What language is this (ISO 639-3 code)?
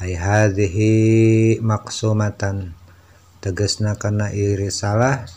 sun